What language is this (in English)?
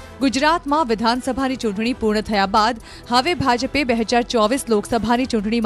Gujarati